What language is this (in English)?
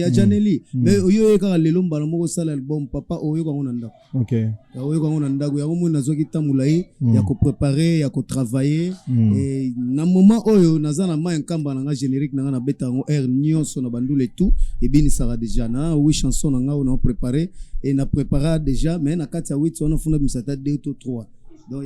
Lingala